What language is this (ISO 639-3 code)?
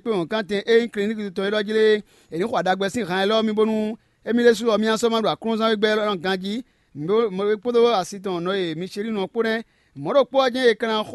fon